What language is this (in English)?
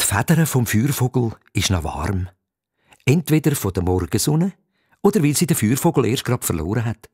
Swiss German